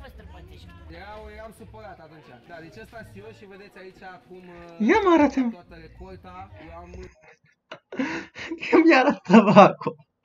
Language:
Romanian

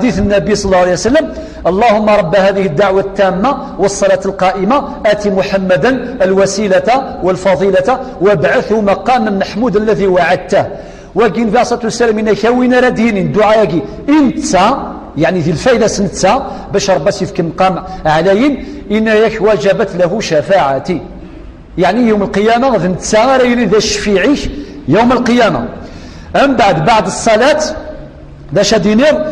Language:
Kabyle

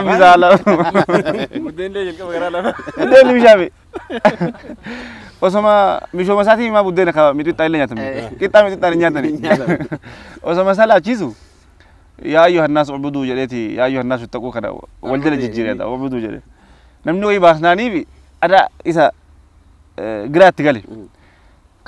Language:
Oromo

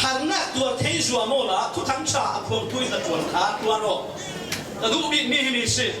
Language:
Falam Chin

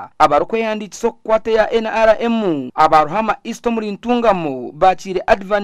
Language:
Nyankole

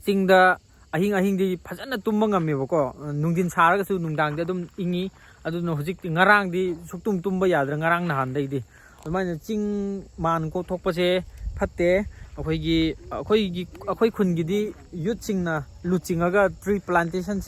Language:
Manipuri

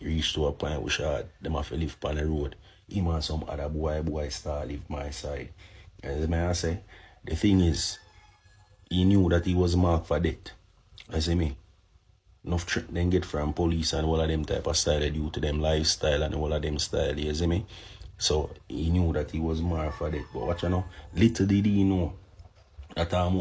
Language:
Jamaican Creole English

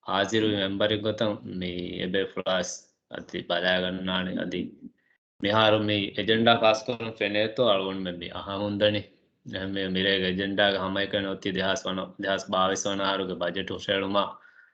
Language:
Divehi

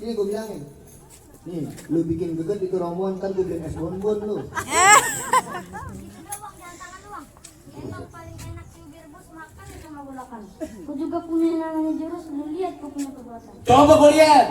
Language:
Betawi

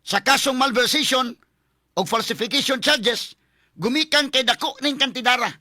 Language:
Cebuano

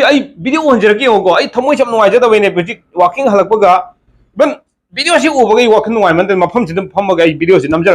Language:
Manipuri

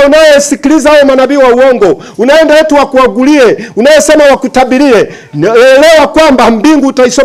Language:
Swahili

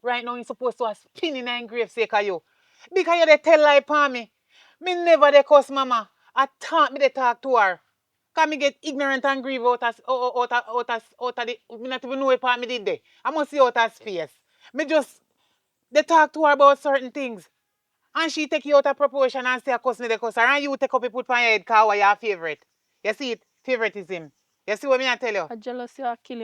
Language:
Jamaican Creole English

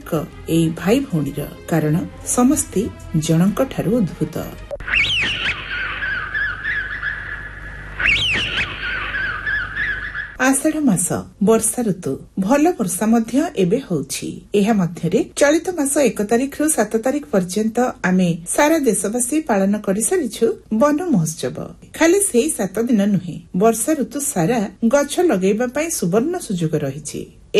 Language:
Odia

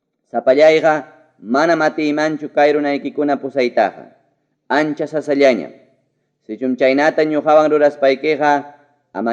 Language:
Ayacucho Quechua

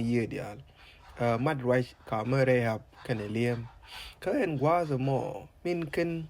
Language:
Nuer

